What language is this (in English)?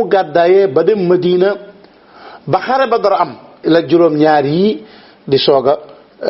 Wolof